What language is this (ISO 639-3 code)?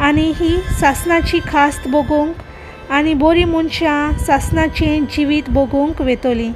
kok